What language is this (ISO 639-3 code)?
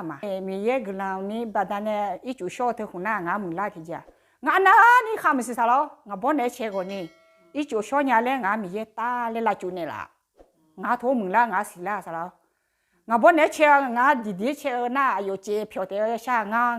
ahk